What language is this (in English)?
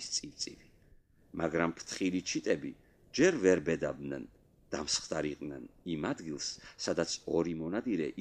Georgian